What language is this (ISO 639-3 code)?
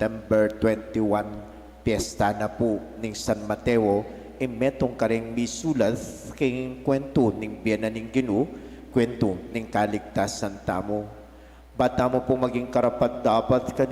pam